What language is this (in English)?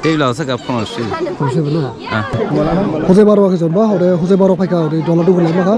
Dimasa